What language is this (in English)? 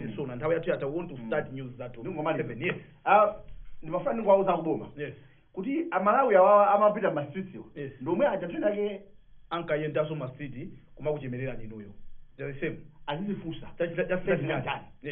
Nyanja